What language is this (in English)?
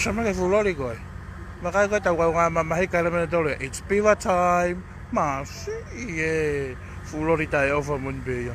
Tongan